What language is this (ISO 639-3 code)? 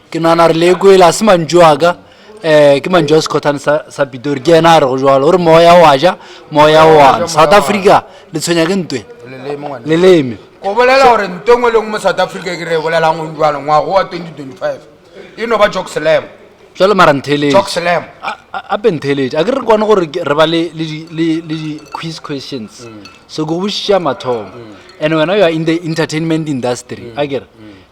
nso